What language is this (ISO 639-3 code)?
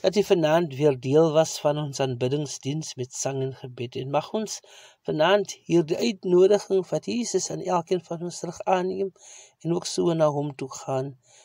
afr